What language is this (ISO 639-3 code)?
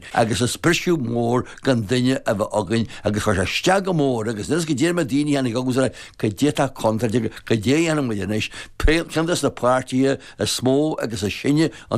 gle